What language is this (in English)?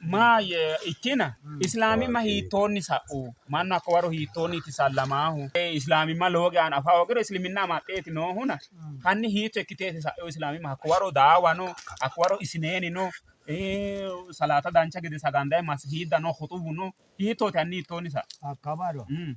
Sidamo